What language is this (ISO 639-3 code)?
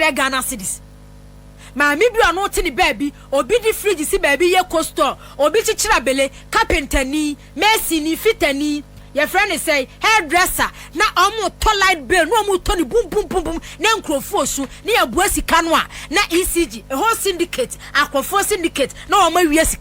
aka